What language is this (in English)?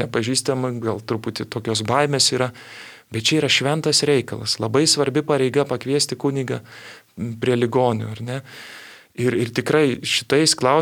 Lithuanian